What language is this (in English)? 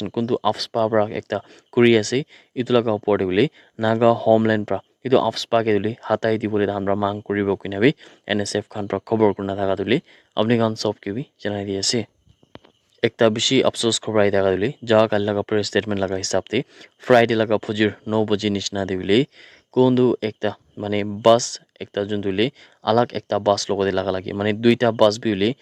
Naga Pidgin